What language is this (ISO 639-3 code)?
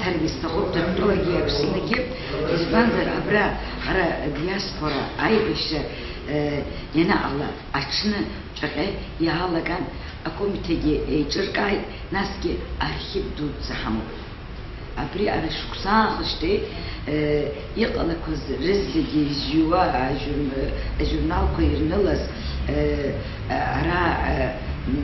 abk